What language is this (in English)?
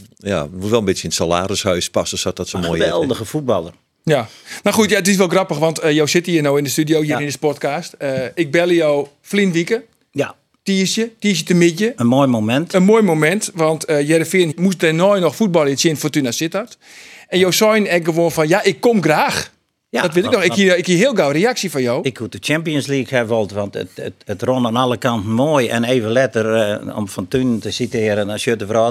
Western Frisian